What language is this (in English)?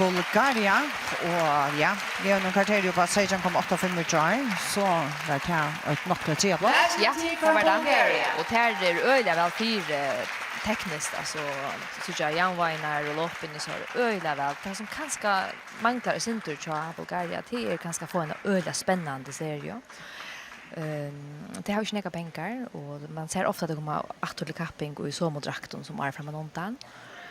Faroese